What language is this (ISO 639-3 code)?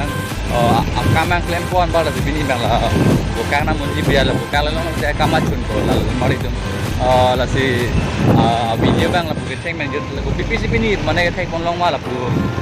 mjw